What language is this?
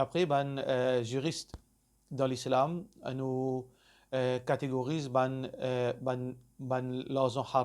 Morisyen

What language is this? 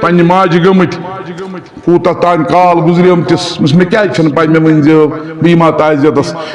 Kashmiri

